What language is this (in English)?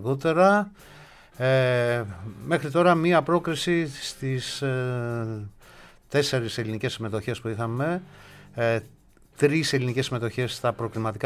Greek